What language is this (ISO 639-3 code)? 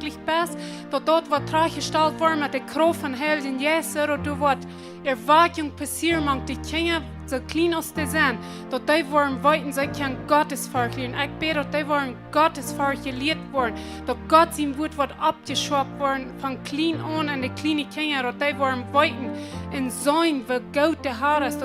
pdt